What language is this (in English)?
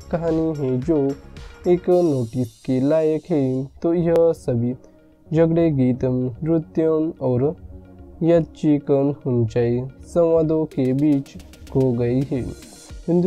Hindi